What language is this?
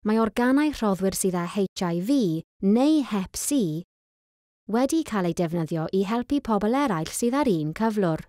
Welsh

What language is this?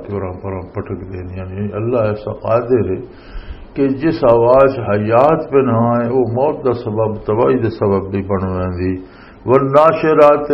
Western Panjabi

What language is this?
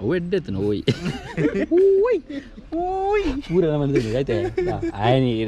Tulu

